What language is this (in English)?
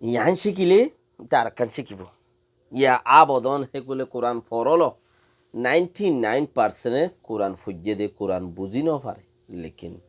Rohingya